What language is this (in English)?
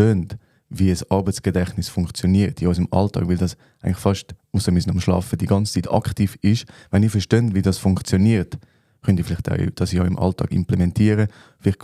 Swiss German